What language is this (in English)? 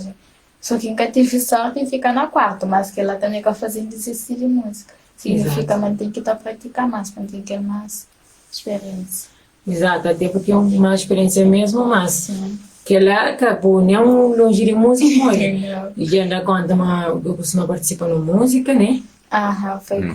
Kabuverdianu